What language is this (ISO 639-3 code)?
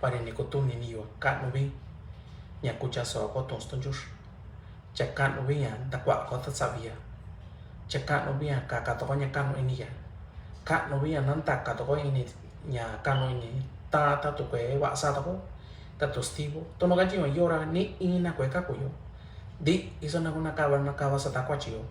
mix